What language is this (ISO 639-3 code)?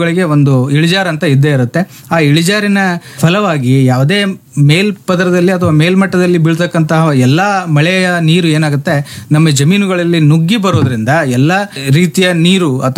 kan